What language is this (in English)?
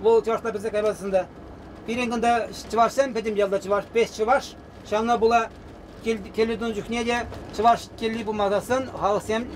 Chuvash